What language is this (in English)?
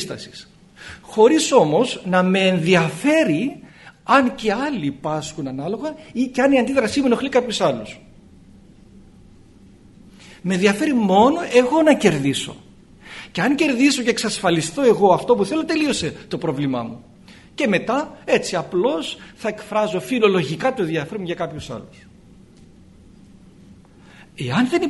Greek